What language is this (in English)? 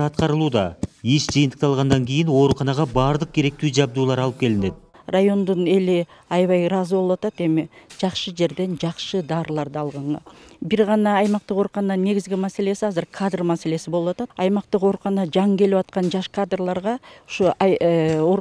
Kyrgyz